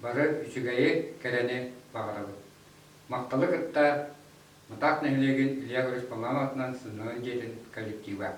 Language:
Yakut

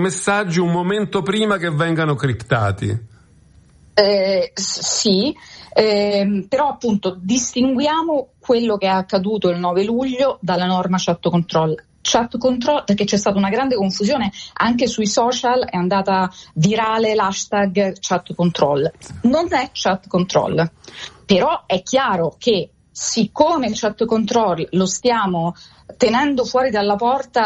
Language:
Italian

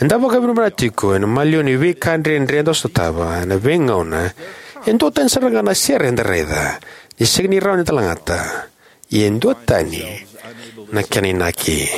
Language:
Fijian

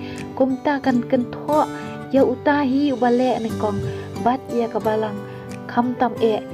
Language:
Khasi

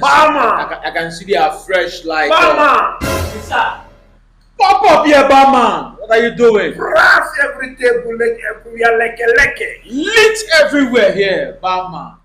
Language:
Nigerian Pidgin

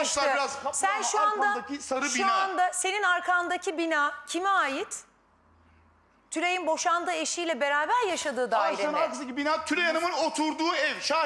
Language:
Turkish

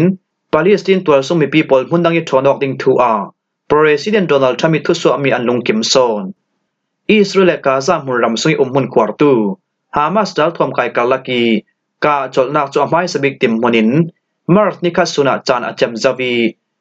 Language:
Falam Chin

